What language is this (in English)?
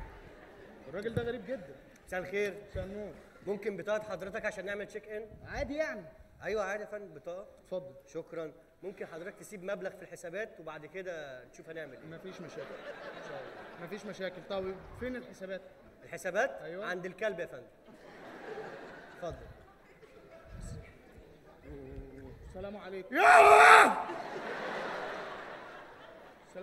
Egyptian Arabic